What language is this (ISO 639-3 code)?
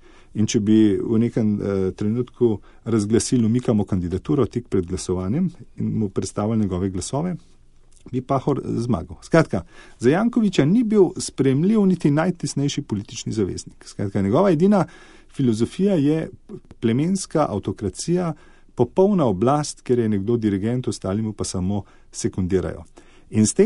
slv